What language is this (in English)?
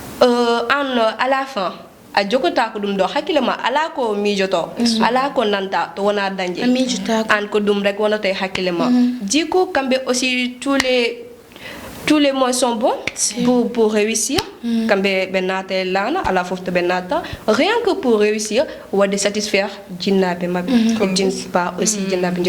Fula